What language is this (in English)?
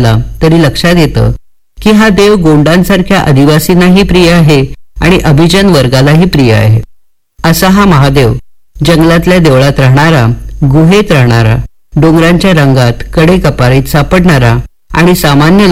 Marathi